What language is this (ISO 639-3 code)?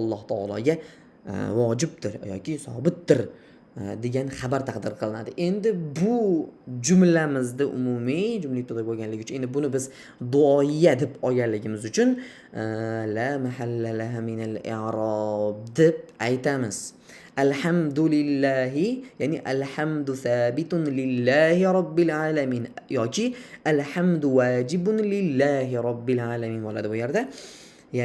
uzb